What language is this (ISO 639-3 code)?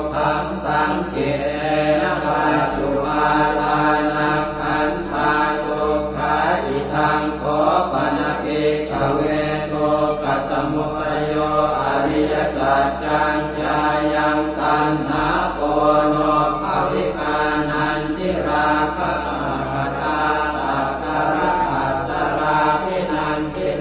pli